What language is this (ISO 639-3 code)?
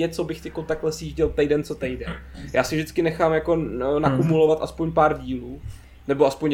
ces